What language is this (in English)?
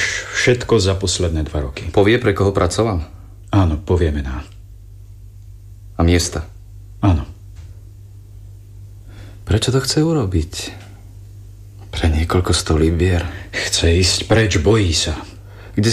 Slovak